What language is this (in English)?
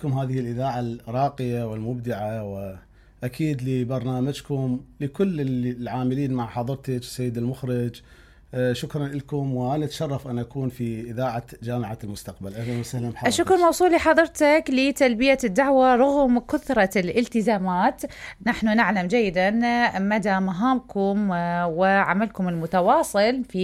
Mesopotamian Arabic